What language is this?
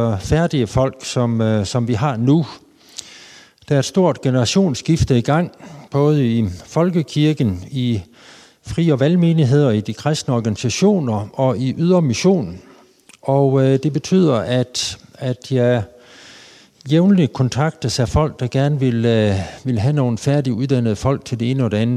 Danish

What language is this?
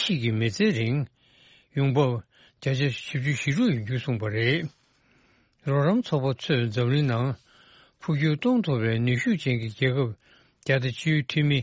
Tibetan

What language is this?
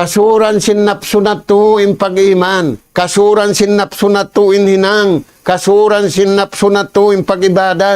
Tausug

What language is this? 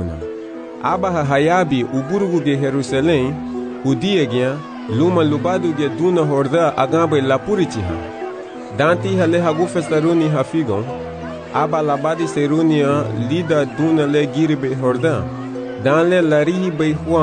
Garifuna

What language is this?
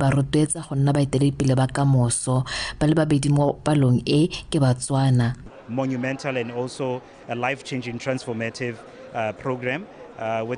Tswana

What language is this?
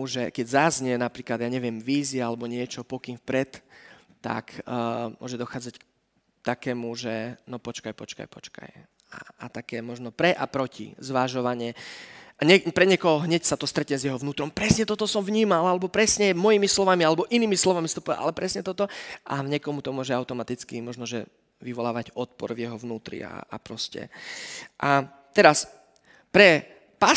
Slovak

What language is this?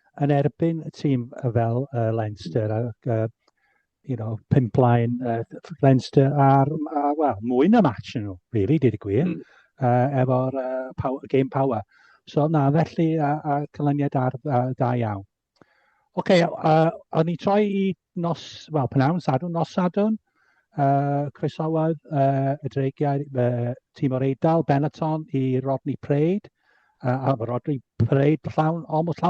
Welsh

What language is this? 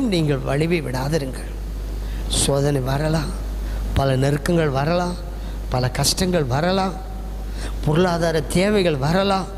Tamil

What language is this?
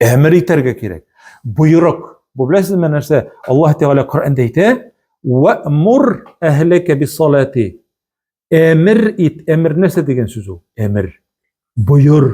Tatar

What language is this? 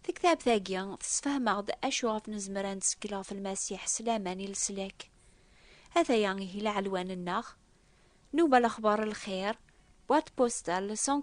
Kabyle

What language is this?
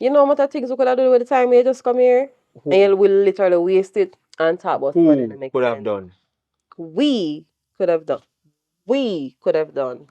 Jamaican Creole English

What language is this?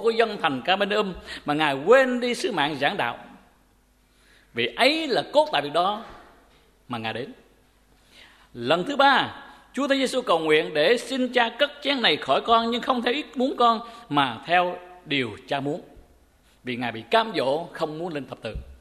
Vietnamese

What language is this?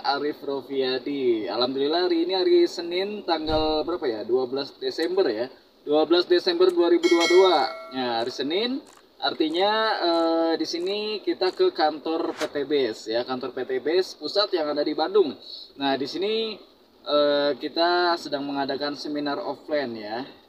Indonesian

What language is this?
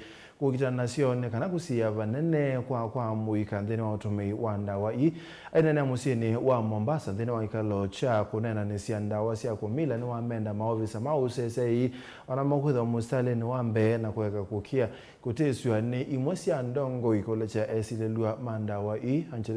Kamba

